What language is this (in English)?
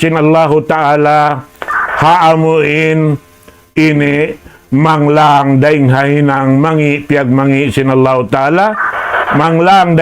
Tausug